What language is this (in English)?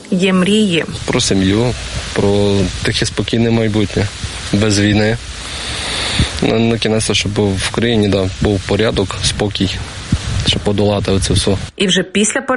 Ukrainian